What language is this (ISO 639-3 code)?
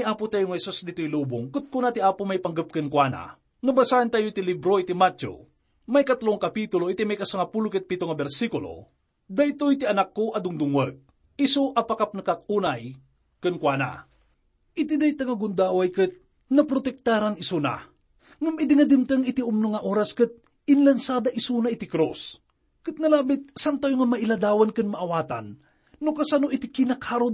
ilo